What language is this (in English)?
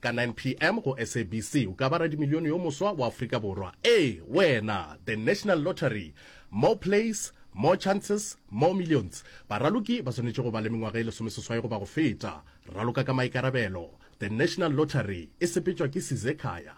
Northern Sotho